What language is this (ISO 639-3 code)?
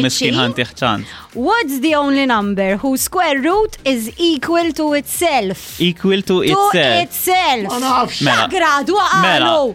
mlt